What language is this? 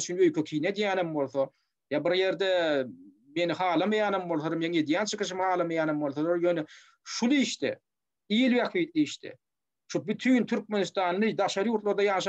Turkmen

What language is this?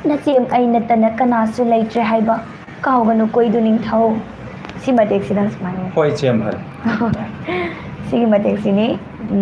Manipuri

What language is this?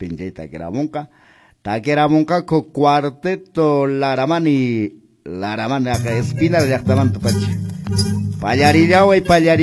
Quechua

